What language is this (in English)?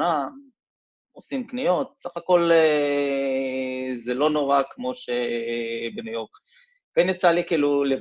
Hebrew